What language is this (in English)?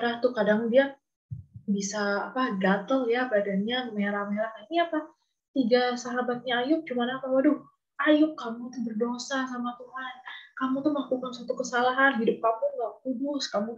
Indonesian